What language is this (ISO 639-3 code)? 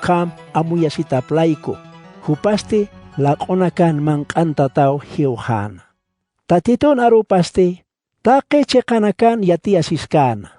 aym